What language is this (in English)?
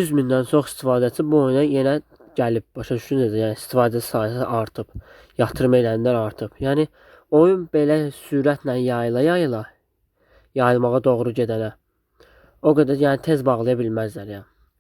Azerbaijani